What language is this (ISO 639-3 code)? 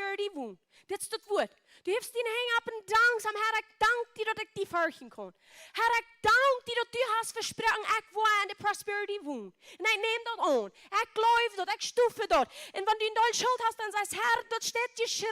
pdt